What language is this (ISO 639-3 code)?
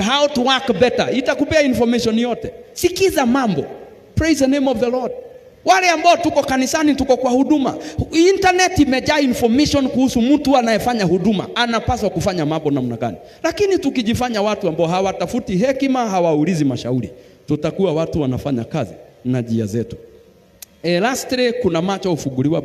swa